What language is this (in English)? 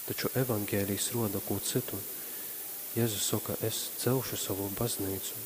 Latgalian